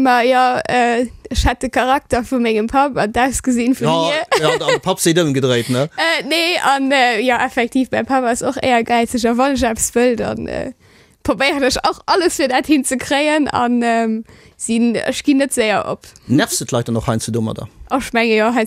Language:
Luxembourgish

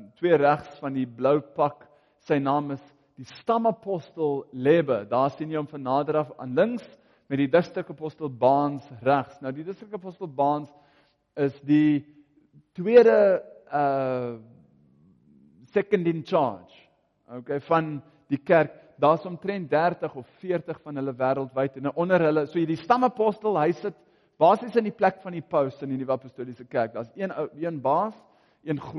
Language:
Afrikaans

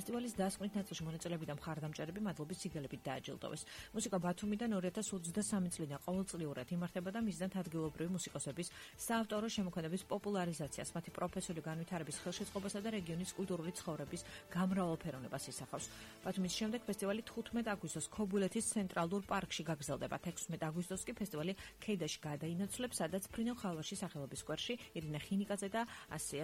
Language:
Georgian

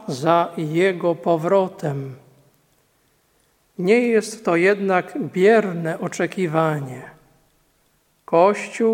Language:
Polish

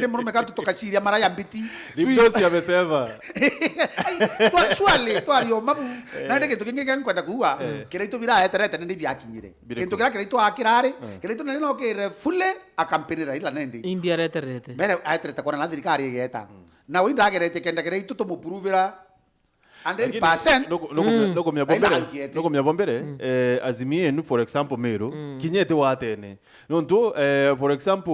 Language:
Meru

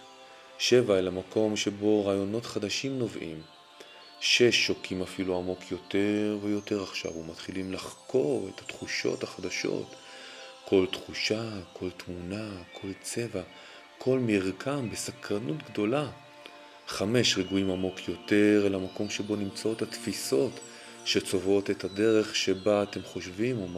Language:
Hebrew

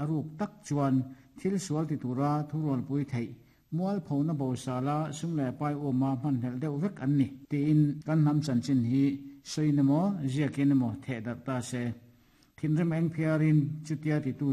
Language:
Mizo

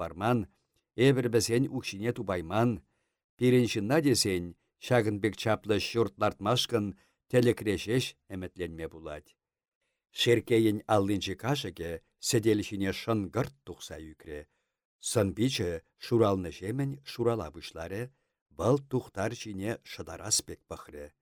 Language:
Chuvash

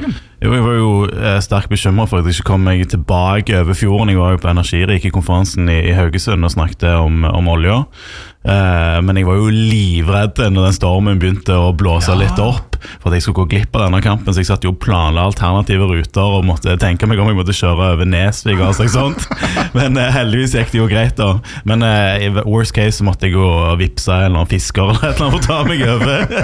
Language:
Norwegian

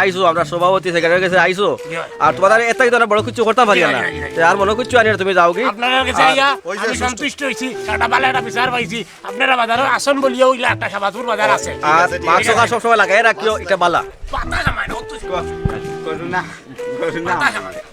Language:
Sylheti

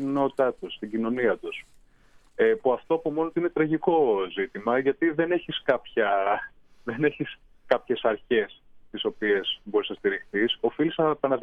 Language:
Greek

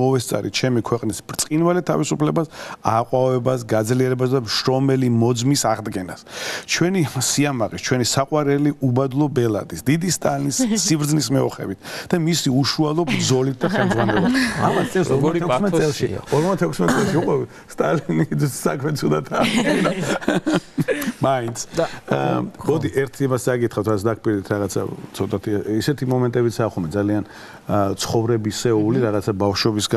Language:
Georgian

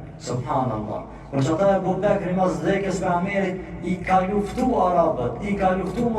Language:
Albanian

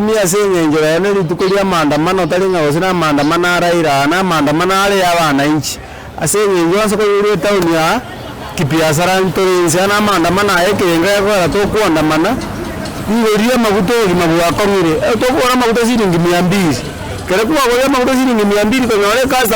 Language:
Gusii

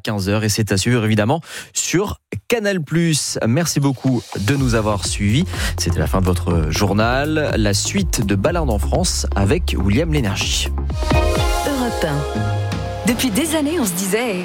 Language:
French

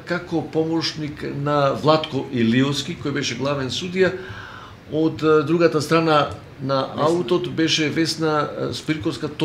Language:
Macedonian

